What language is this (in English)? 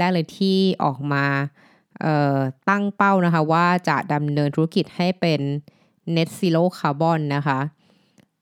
Thai